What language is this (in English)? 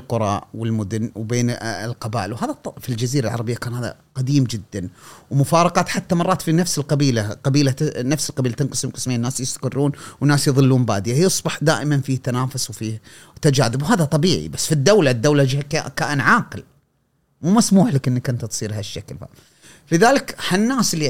Gulf Arabic